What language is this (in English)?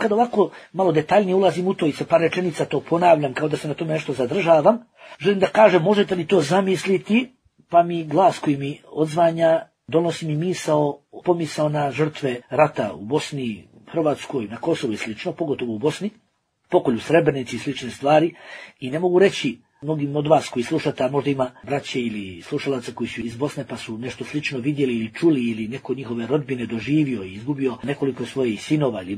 Bosnian